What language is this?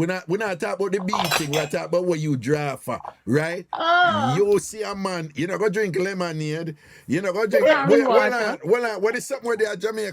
Jamaican Creole English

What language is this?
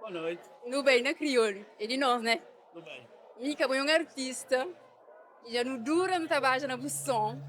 Kabuverdianu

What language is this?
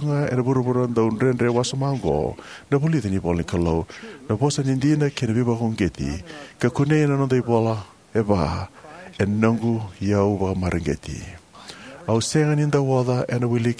Fijian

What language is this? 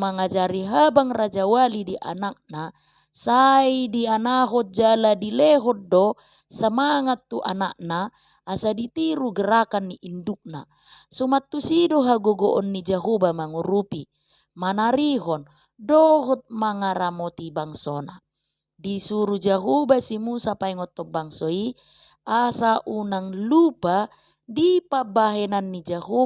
Batak Toba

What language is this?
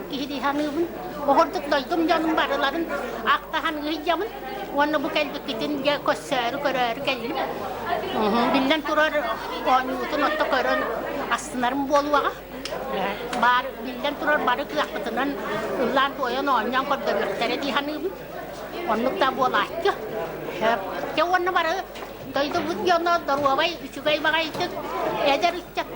Yakut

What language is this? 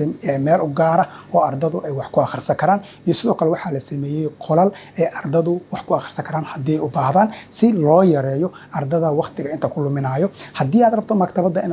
Somali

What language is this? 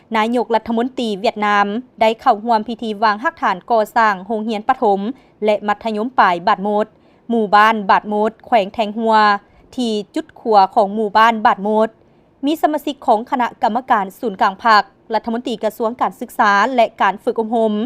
Lao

